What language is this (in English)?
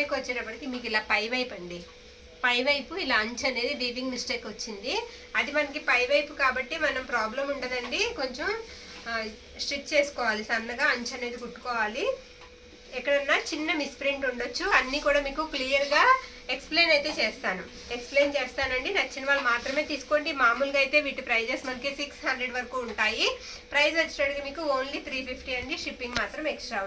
Telugu